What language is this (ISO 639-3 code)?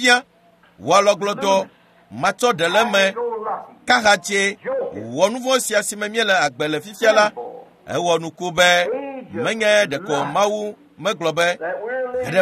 ewe